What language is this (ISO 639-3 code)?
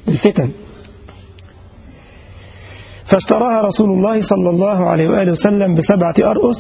ara